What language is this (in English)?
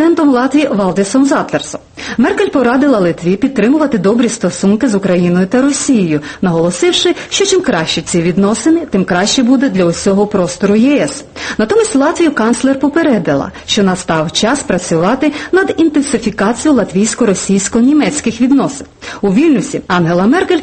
Ukrainian